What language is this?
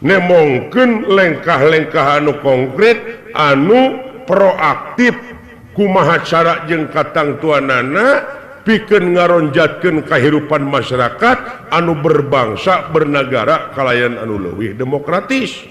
Sundanese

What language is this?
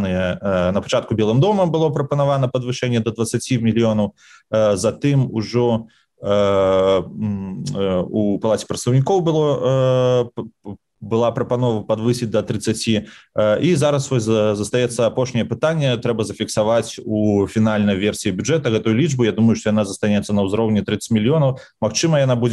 Belarusian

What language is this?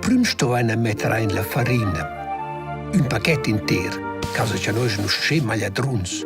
Romansh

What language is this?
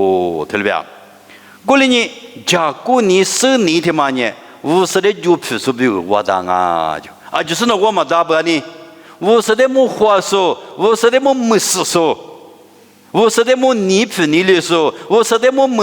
Lisu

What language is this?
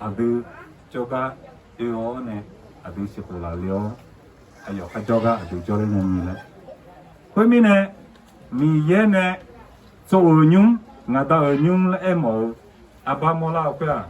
Akha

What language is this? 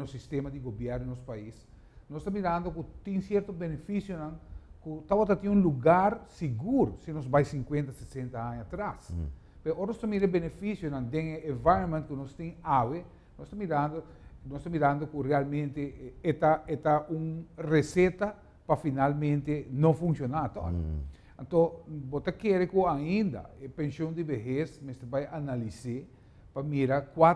Papiamento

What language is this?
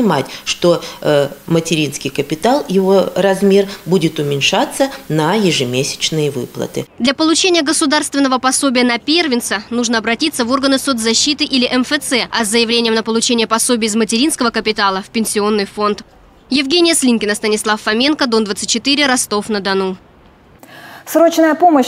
Russian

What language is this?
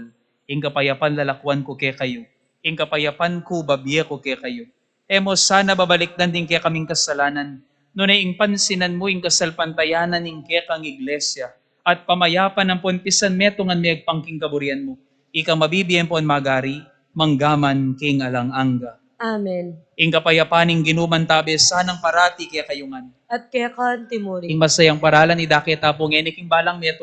Pampanga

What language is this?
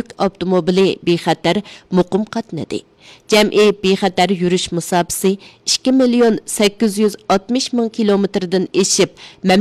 Uyghur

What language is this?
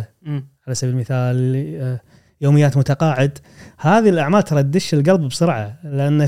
Gulf Arabic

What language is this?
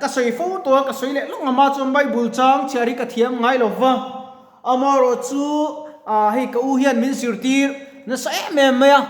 Mizo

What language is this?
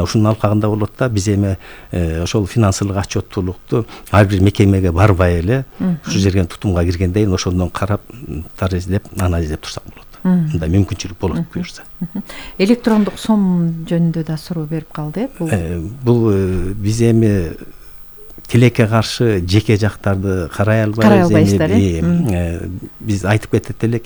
Kyrgyz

